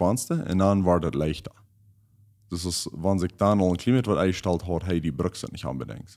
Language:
Plautdietsch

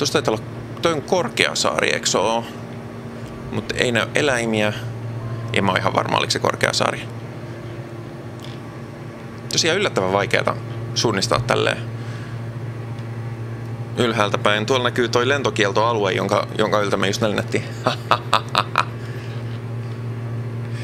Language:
Finnish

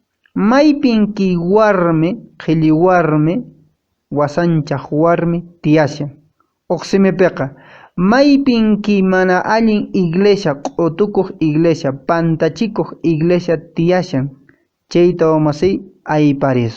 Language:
Quechua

